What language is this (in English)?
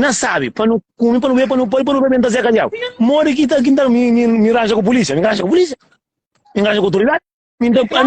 Kabuverdianu